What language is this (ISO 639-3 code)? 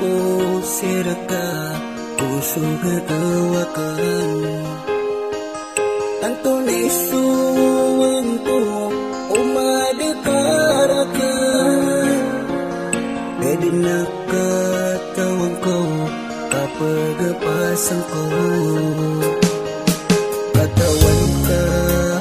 mrw